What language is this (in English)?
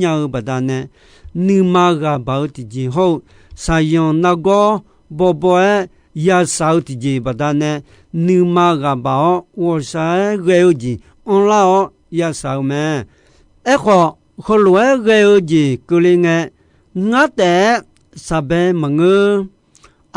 Akha